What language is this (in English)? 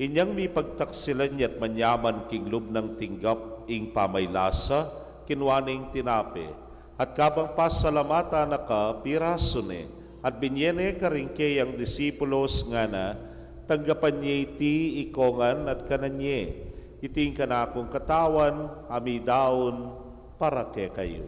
Pampanga